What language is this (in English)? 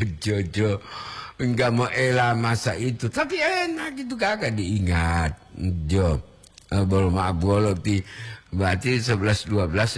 Gorontalo